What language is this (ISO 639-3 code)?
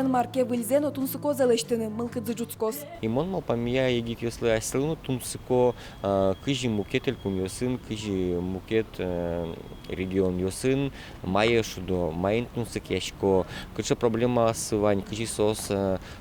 udm